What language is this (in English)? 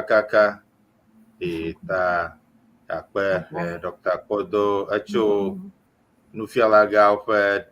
Ewe